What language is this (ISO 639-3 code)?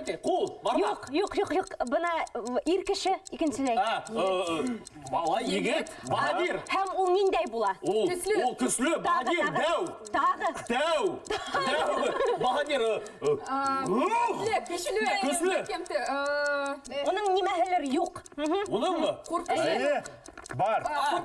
bak